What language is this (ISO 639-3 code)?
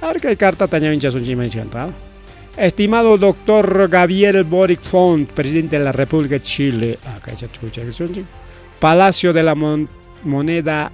quy